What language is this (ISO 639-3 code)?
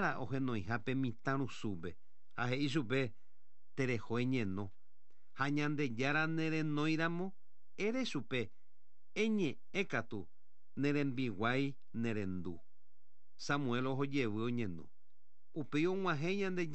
grn